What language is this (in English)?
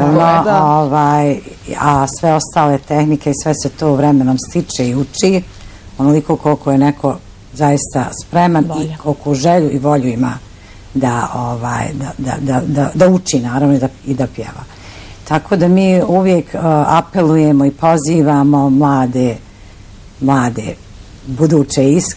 Bosnian